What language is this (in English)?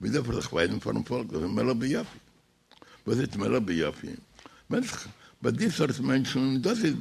Yiddish